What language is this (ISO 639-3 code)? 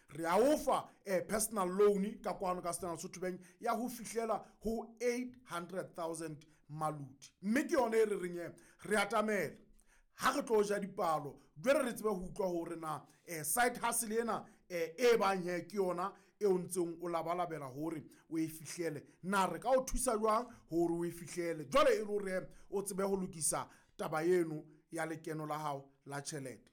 sot